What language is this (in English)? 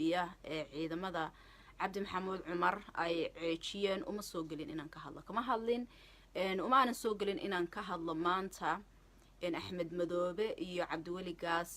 Somali